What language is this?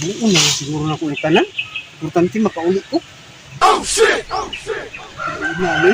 Cebuano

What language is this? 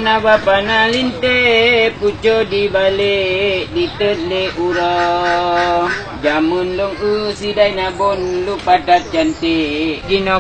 Achinese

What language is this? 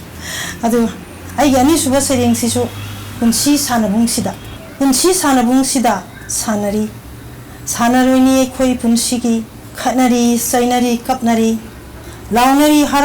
Manipuri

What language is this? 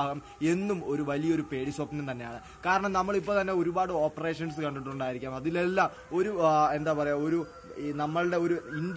Malayalam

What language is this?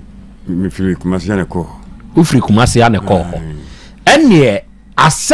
Akan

